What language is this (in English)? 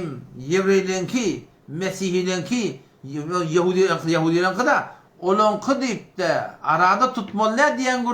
Turkmen